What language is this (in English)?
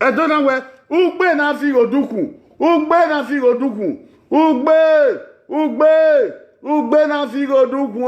Bini